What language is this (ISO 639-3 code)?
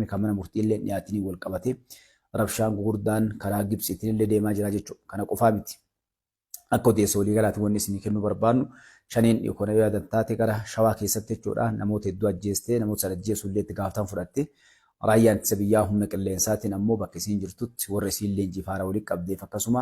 orm